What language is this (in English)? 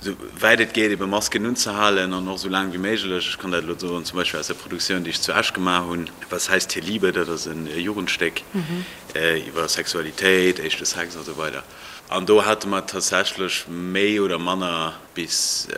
Luxembourgish